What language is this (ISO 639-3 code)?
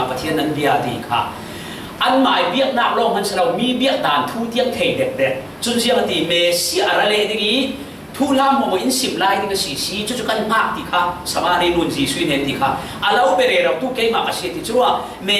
cfm